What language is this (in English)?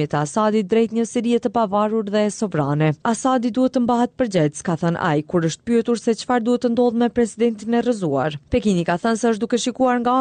Albanian